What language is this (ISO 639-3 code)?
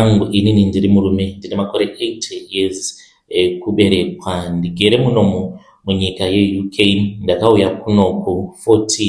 sna